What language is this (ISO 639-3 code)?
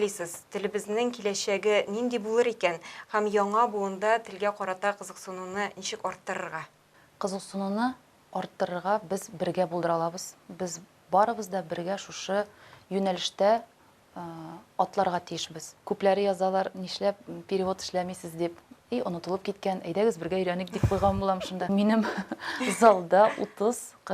tat